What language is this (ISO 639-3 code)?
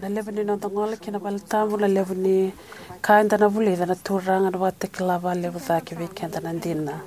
fij